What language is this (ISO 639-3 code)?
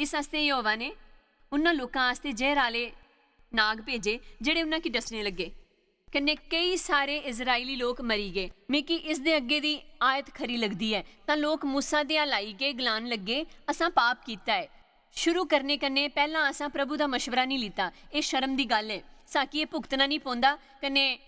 doi